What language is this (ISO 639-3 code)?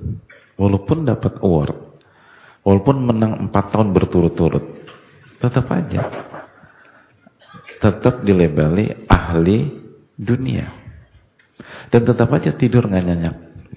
ind